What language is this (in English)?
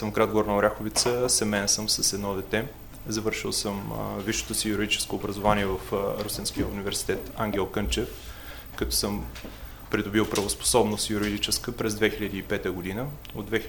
Bulgarian